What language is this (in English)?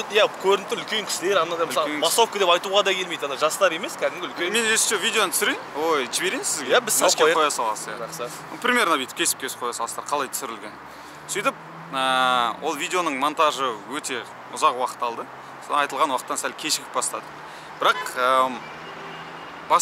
Kazakh